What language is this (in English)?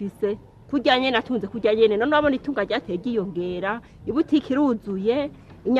Rundi